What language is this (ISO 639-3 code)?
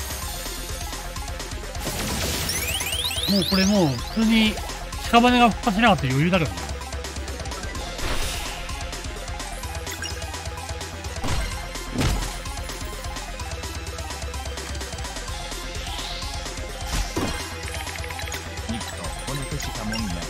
jpn